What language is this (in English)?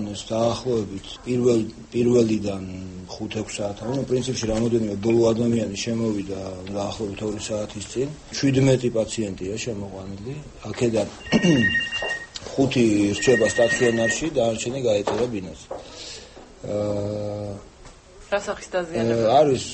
Georgian